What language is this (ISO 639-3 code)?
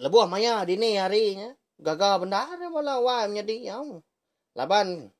iba